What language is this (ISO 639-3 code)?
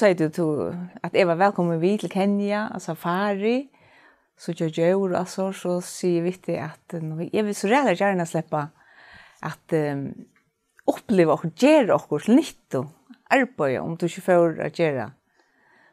fao